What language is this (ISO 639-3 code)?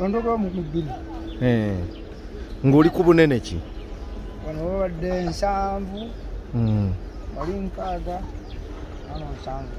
lug